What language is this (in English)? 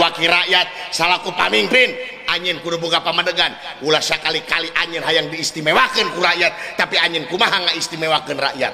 Sundanese